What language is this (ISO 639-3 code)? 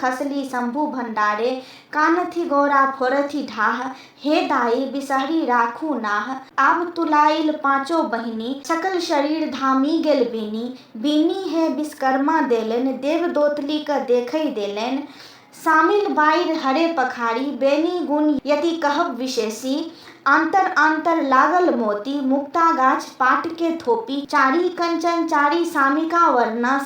mai